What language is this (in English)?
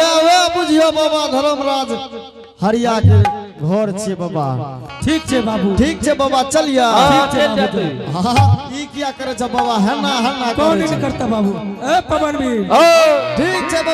Angika